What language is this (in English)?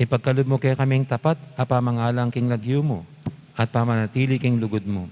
Pampanga